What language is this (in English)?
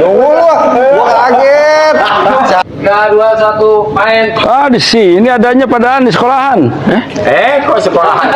Betawi